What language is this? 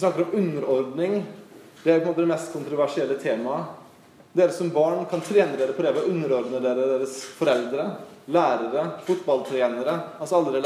Norwegian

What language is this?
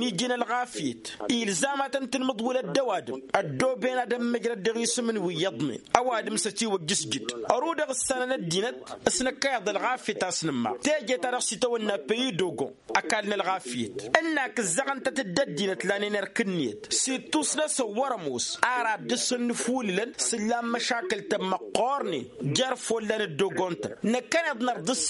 Tamasheq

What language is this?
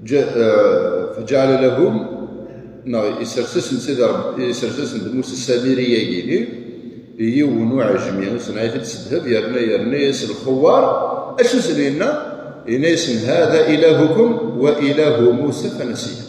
Kabyle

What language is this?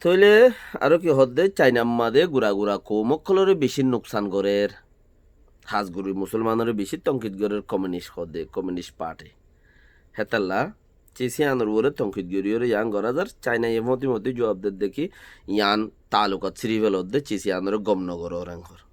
Rohingya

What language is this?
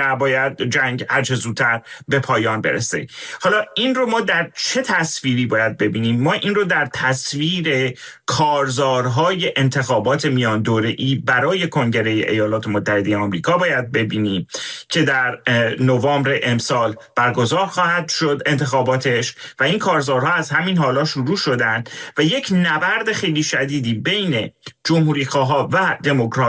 Persian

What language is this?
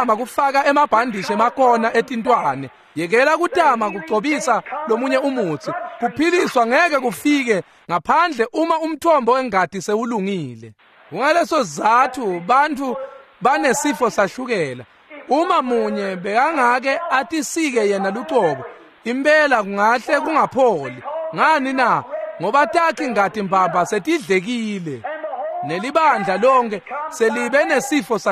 Swati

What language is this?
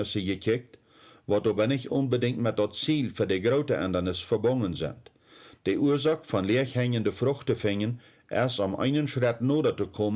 Plautdietsch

